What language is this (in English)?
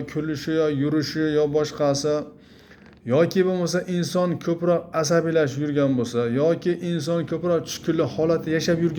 Uzbek